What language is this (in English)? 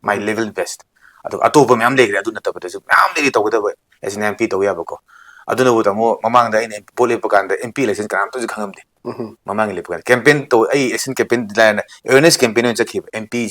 Manipuri